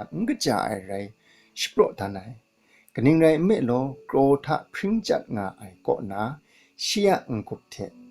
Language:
Kachin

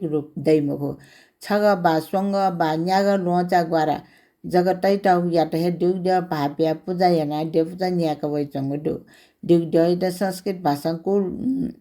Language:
Newari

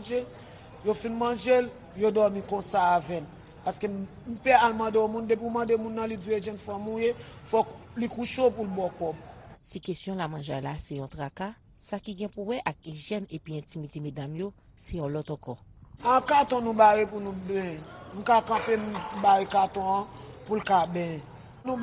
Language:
Haitian Creole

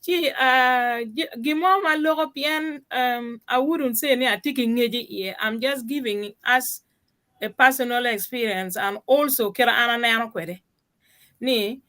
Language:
Acoli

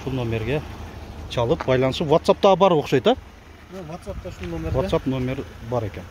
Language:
Kyrgyz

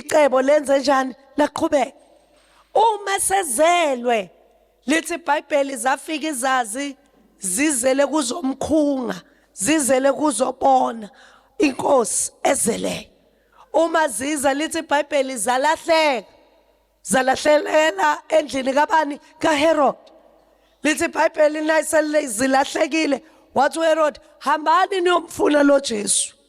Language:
Zulu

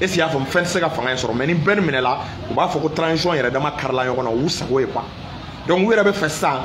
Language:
Bambara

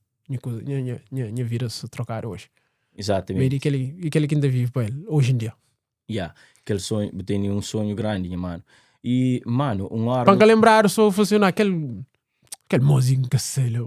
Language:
Kabuverdianu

